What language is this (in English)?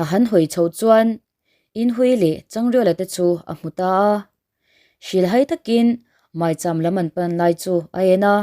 Mizo